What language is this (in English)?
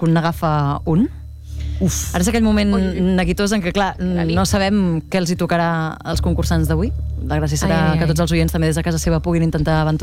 Catalan